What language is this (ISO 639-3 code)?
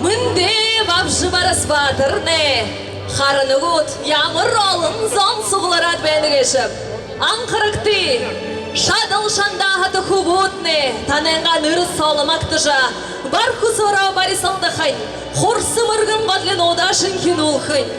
bua